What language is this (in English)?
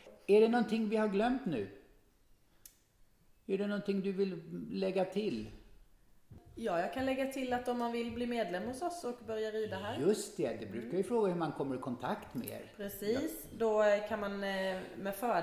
Swedish